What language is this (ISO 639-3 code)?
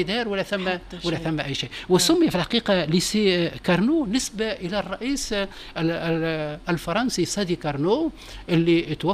aeb